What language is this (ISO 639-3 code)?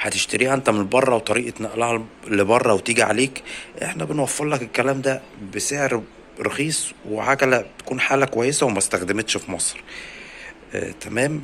arz